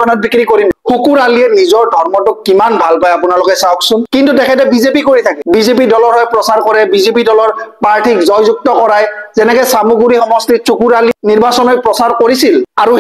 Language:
Assamese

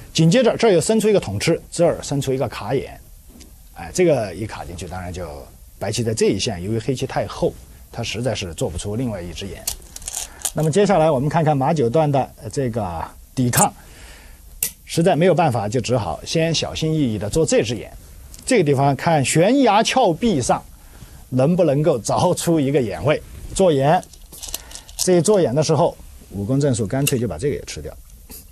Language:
Chinese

